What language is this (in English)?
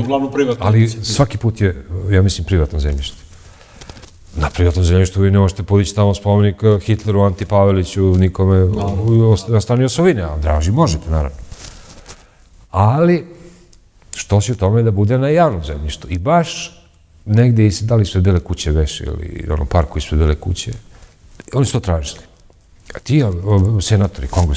Serbian